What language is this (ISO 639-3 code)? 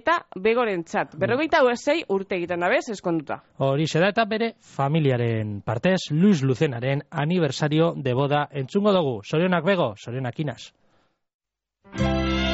eus